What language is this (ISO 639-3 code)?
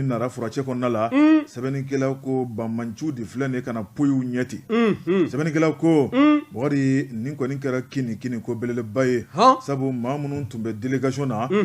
bam